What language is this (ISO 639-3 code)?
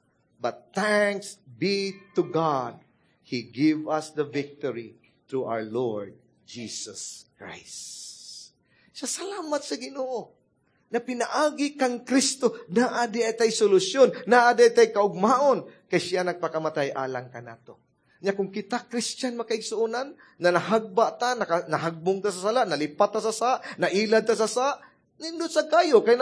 ceb